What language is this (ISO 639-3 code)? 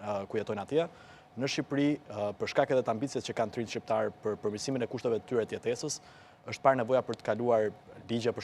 sqi